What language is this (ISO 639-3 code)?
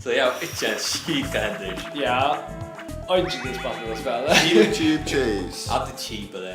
fao